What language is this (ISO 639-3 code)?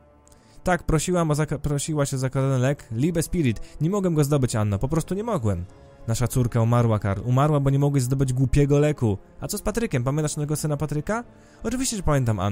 pol